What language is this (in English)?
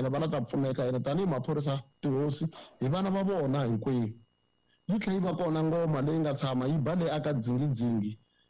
Tsonga